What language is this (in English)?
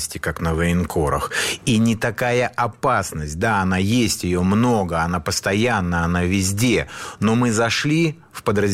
Russian